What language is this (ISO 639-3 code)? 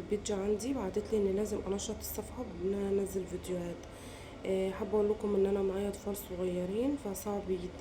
arz